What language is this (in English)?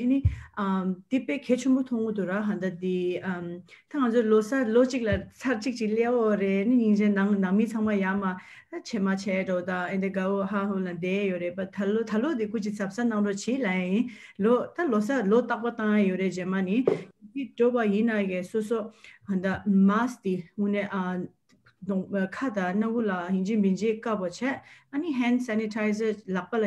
Tibetan